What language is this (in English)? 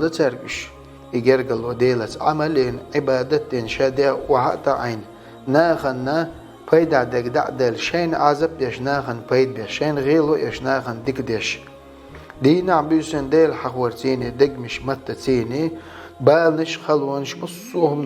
Chechen